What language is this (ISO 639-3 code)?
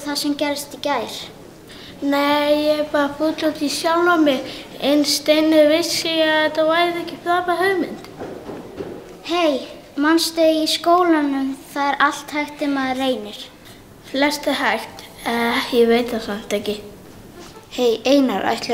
isl